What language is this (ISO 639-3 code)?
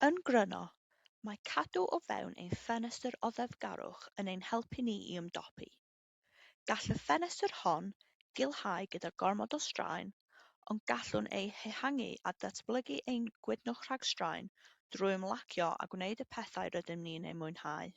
cym